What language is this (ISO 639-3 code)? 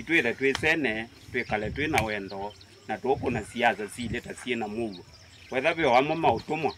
kam